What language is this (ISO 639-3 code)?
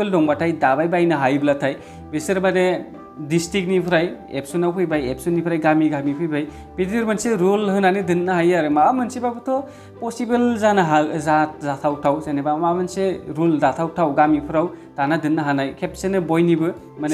brx